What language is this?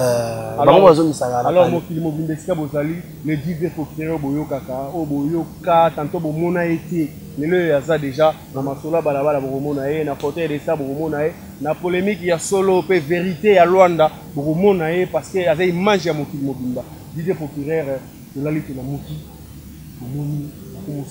Lingala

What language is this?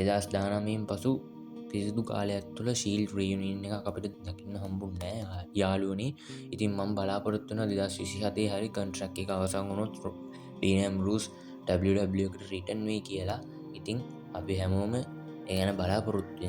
Sinhala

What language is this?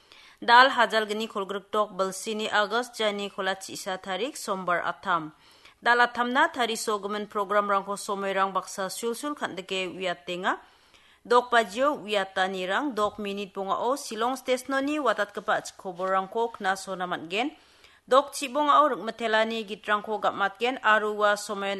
Garo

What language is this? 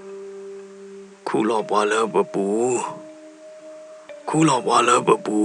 S'gaw Karen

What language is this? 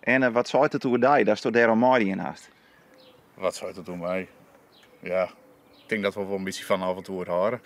Western Frisian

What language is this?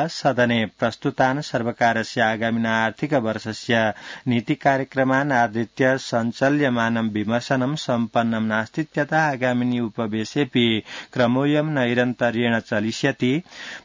Sanskrit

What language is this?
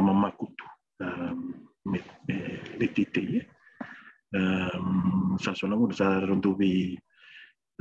Fijian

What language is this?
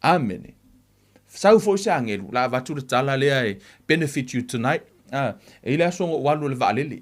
Samoan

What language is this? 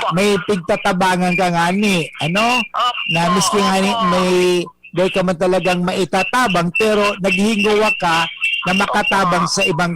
Bikol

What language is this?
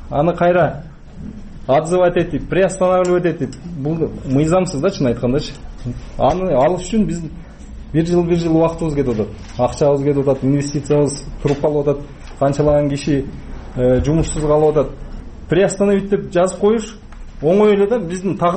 Kyrgyz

